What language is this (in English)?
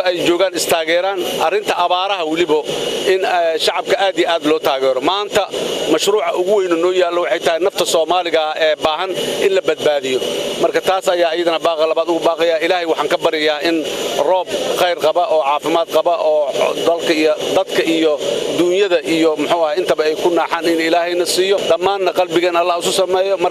Somali